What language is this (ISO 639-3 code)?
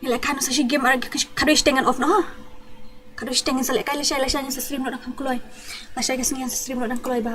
kha